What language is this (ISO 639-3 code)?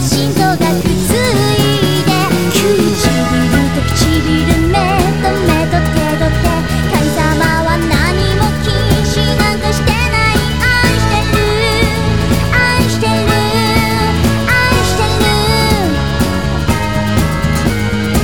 jpn